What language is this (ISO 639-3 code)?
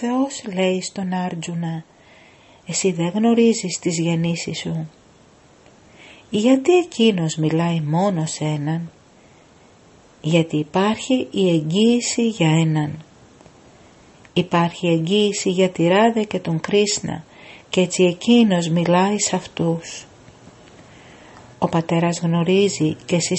ell